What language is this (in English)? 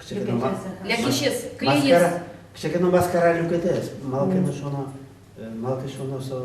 Udmurt